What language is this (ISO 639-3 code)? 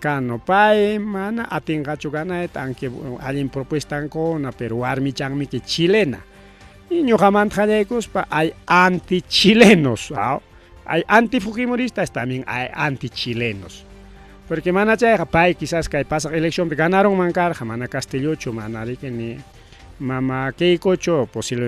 quy